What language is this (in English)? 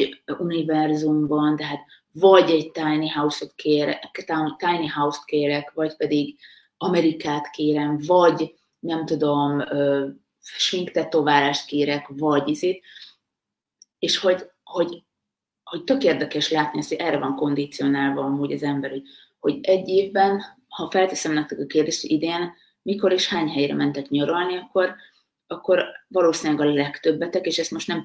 Hungarian